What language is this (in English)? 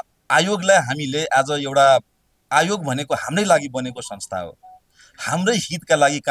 Nepali